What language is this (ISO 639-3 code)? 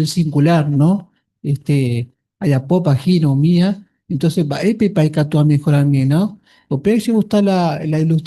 grn